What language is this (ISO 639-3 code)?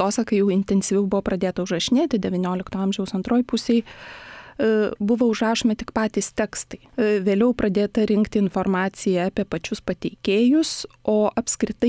lit